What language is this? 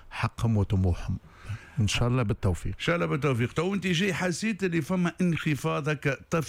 Tunisian Arabic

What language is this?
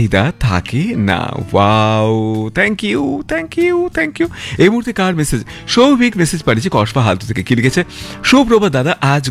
Bangla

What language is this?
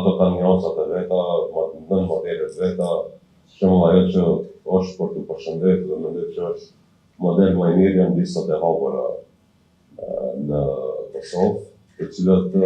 Albanian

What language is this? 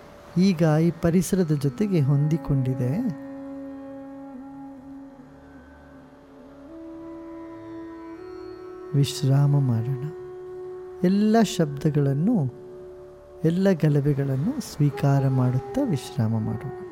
Kannada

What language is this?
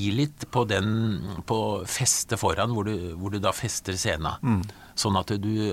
Norwegian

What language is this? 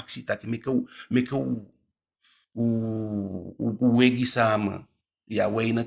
Eastern Maroon Creole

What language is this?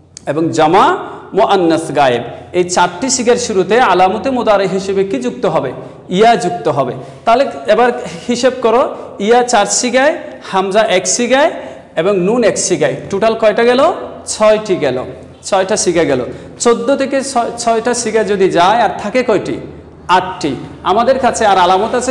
Bangla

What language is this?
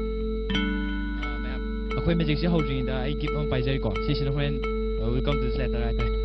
Manipuri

